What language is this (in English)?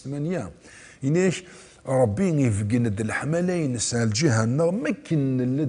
Kabyle